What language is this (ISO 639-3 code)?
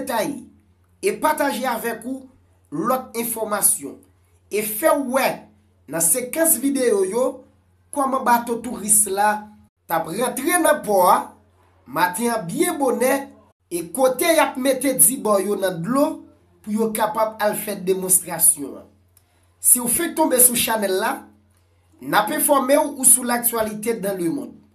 hat